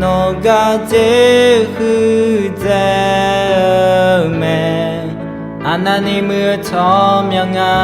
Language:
Akha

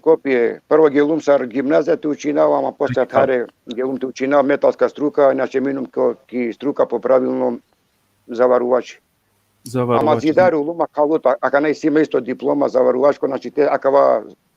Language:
Balkan Romani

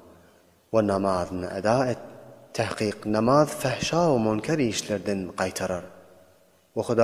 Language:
Turkmen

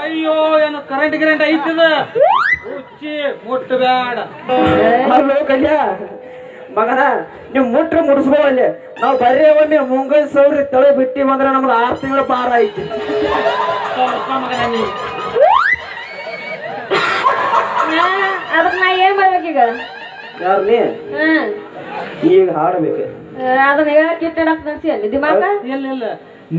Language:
Kannada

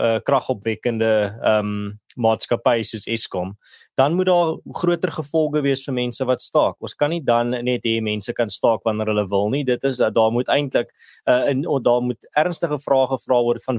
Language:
Afrikaans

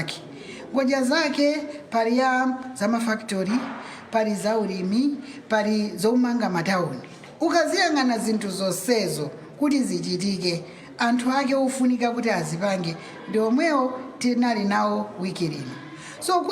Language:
Nyanja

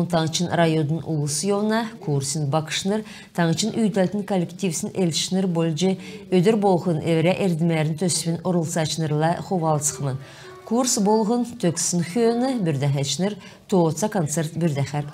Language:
Kalmyk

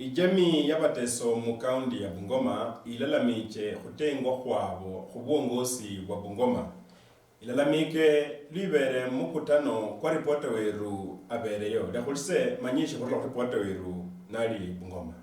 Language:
Luyia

